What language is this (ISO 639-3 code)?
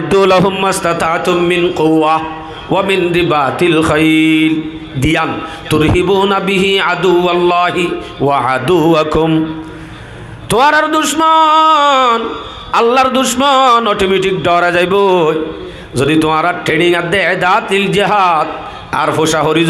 rhg